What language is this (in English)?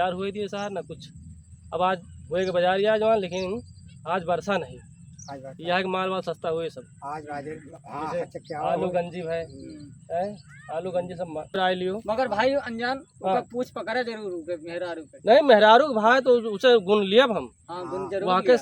Awadhi